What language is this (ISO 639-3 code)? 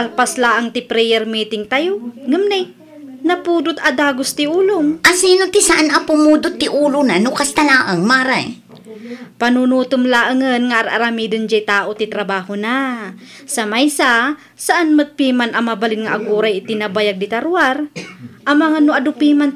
ilo